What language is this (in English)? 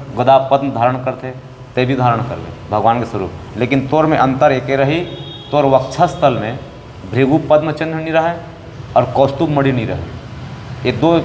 Chhattisgarhi